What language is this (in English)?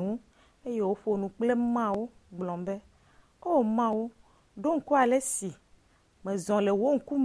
Ewe